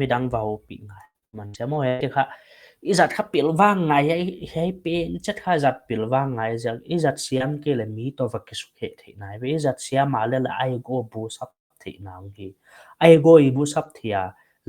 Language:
Paite Chin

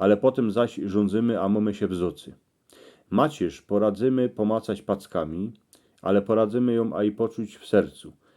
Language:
Silesian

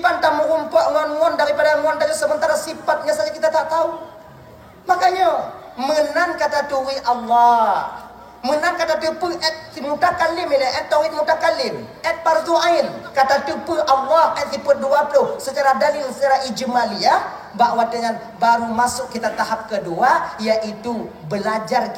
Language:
Achinese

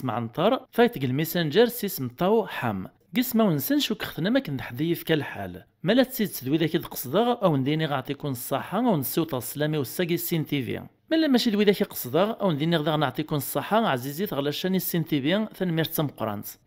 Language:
Kabyle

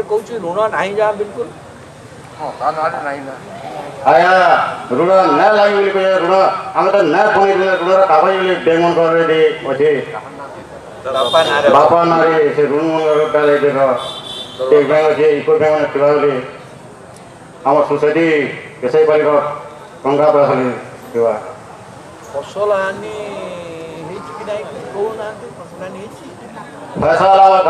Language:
Odia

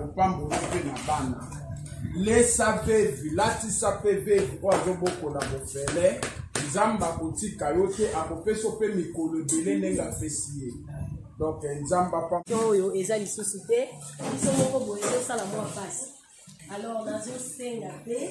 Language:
Lingala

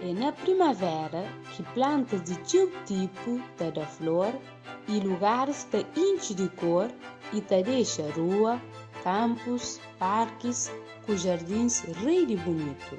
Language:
Kabuverdianu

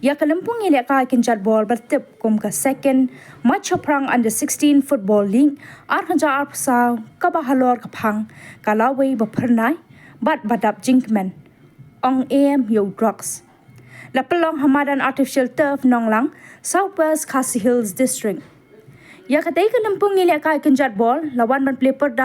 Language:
Khasi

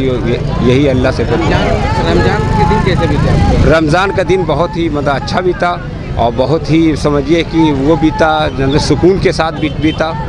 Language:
Hindi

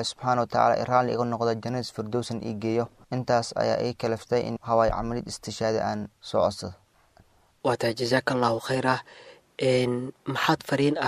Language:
Somali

